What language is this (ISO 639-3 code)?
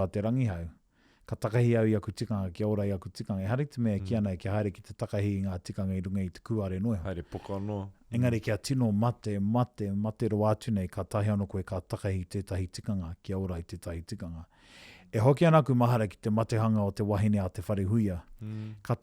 mri